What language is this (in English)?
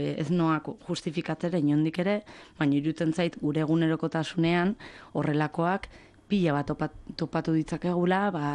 Basque